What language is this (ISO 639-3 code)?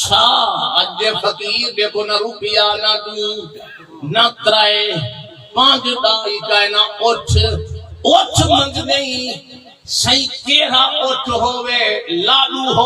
skr